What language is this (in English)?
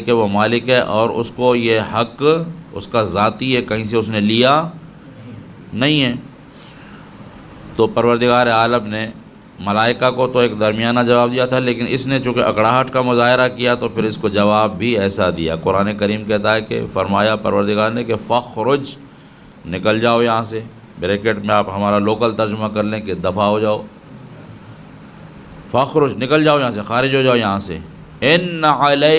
Urdu